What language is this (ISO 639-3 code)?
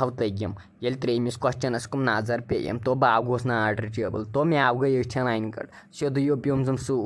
kas